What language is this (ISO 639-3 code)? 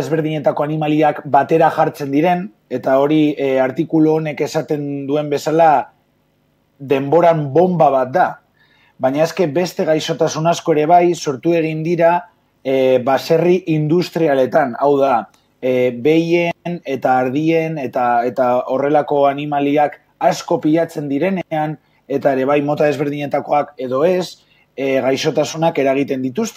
eus